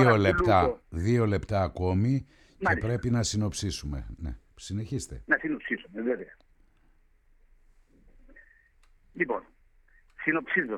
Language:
Greek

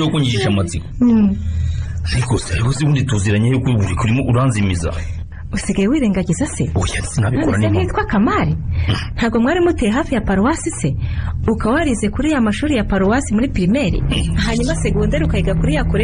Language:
Kinyarwanda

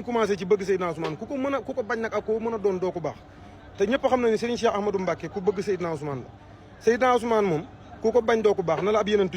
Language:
Wolof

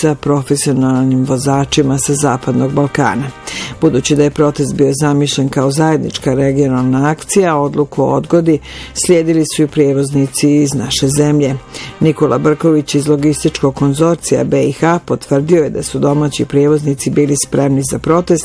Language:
Bosnian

